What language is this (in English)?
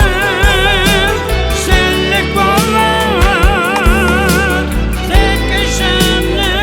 Kara-Kalpak